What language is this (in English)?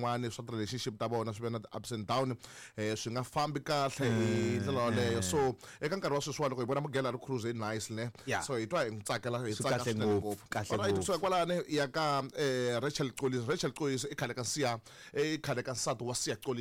Tsonga